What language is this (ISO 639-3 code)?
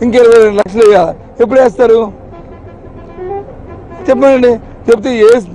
tel